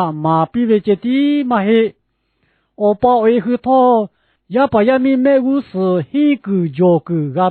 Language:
Lahu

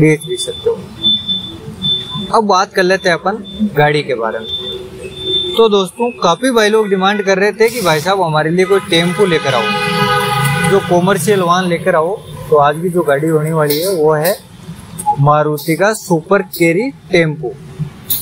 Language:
Hindi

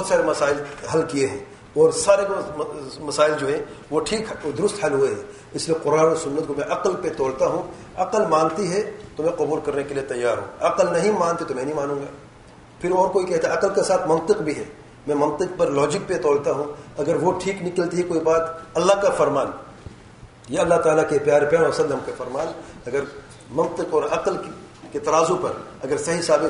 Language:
Urdu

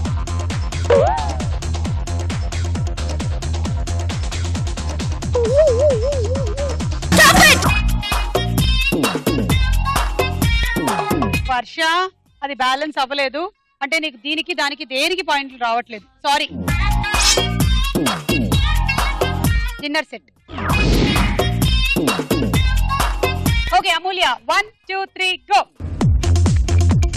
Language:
Telugu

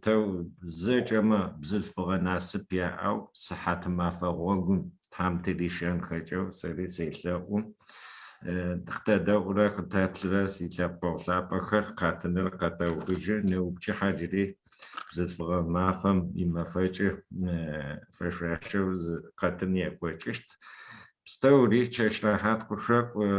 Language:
Adyghe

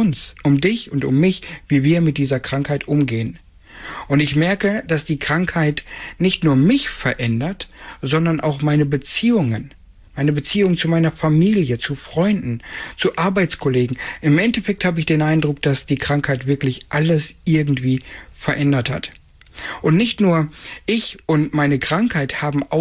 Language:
German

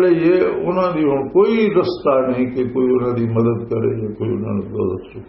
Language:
Western Panjabi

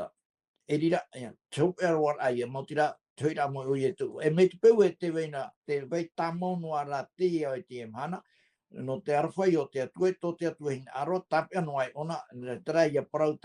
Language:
Tahitian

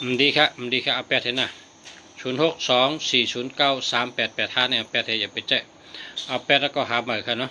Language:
Shan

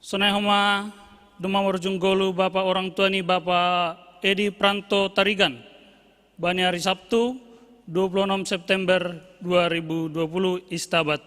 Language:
Batak Simalungun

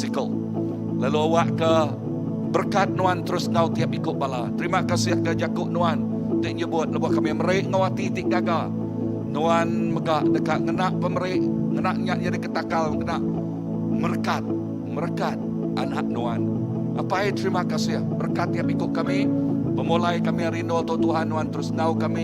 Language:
Iban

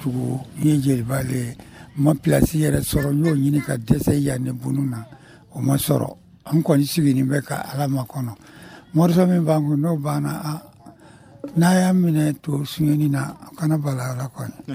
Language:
Dyula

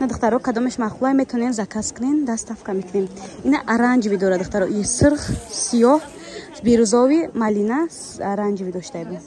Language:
Tajik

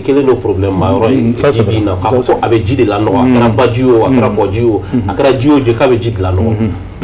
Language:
Bambara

